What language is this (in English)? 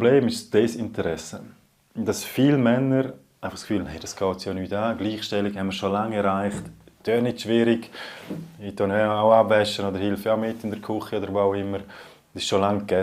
Romansh